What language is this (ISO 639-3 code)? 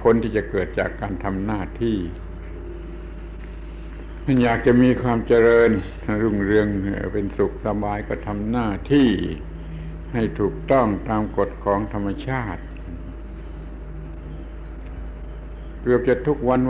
tha